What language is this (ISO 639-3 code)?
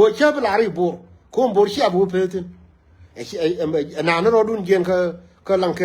nus